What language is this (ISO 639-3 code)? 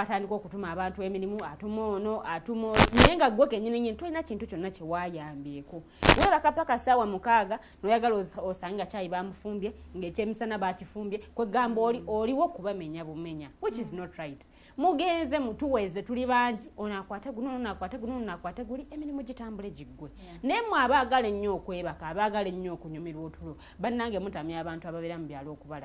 lug